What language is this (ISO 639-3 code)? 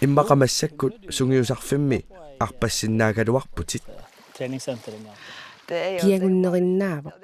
kal